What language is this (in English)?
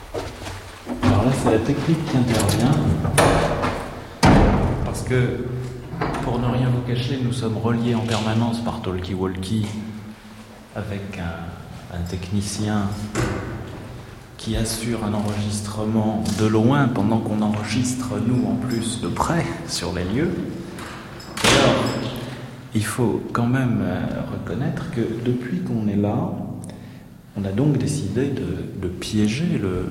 French